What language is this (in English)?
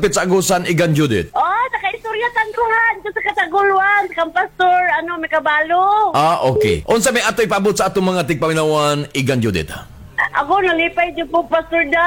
Cebuano